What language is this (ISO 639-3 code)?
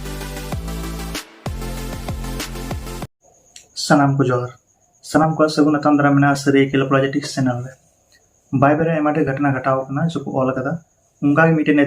sat